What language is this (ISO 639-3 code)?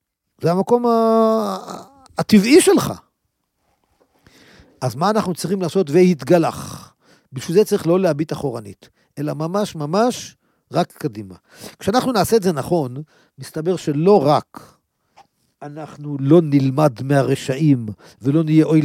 heb